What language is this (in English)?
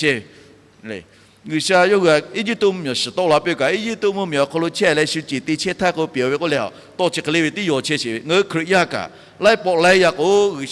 Lahu